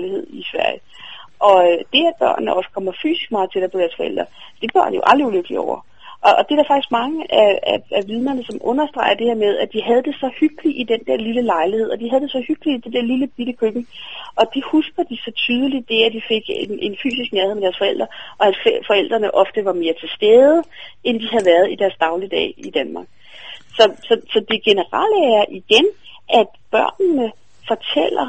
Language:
Danish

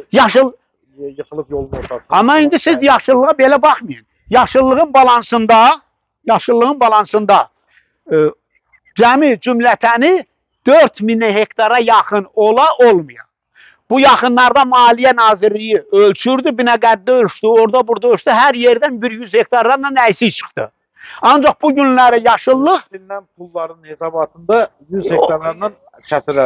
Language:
Azerbaijani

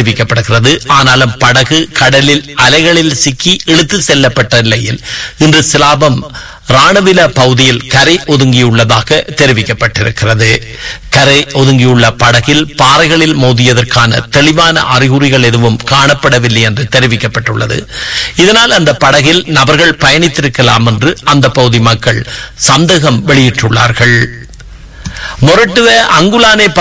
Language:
Tamil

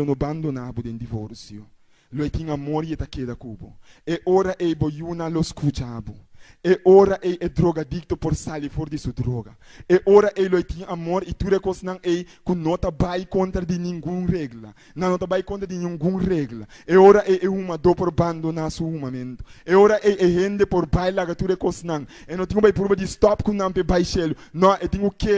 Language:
Papiamento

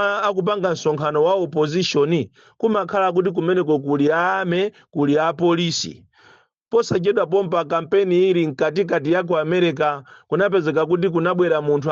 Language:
Nyanja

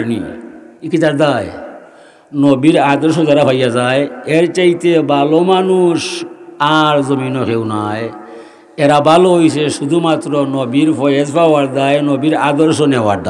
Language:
Sylheti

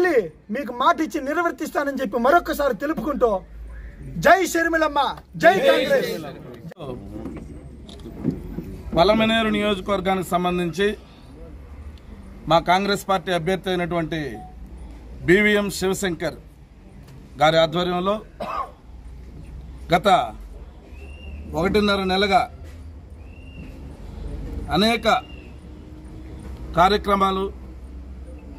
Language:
Telugu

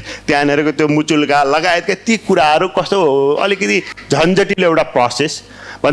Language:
Nepali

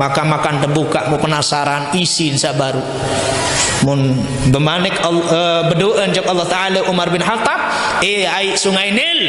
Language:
Sasak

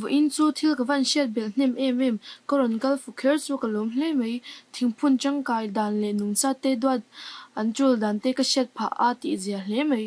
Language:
Mizo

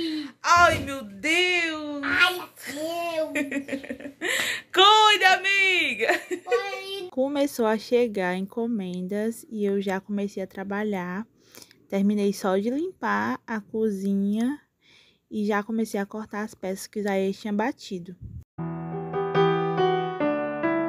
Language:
Portuguese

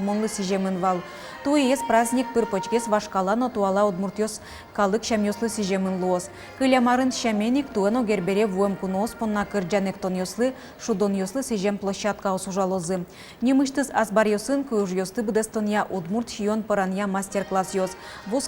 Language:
Udmurt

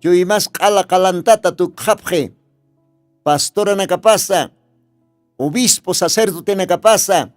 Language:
Aymara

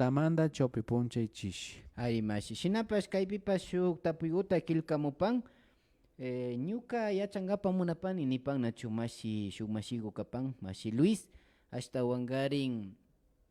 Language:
Imbabura Highland Quichua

